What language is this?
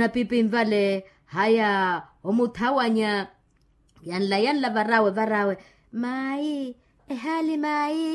Makhuwa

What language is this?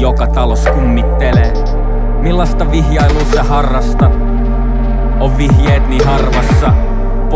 Finnish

